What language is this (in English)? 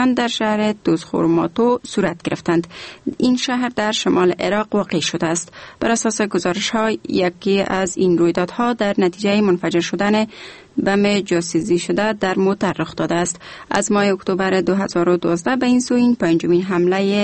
Persian